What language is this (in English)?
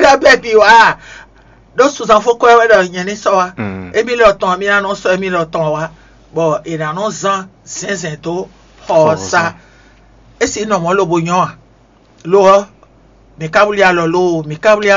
Fon